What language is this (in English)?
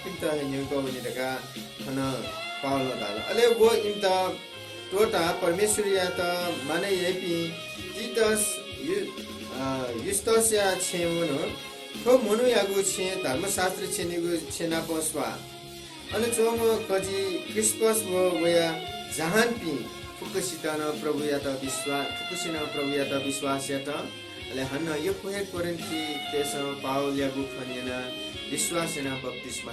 Newari